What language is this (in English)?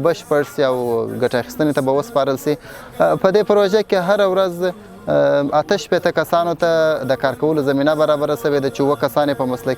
Pashto